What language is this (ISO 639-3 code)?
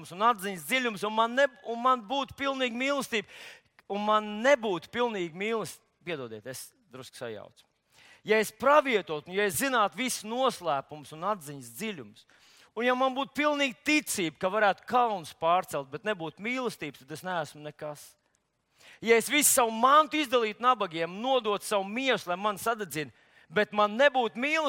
lav